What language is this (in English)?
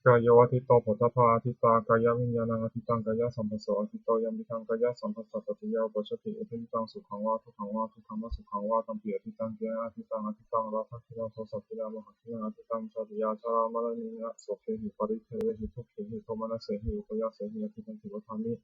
Pali